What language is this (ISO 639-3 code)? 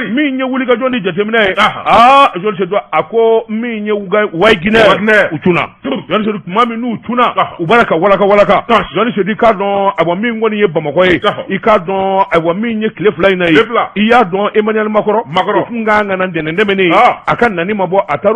bam